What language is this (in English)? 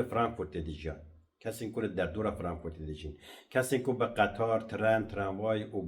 Kurdish